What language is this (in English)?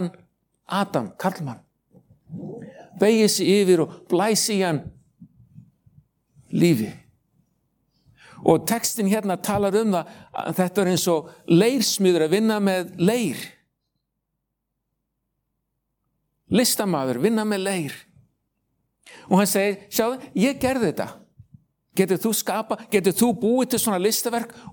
Icelandic